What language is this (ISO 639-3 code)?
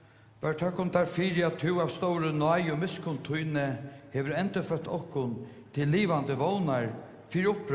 fao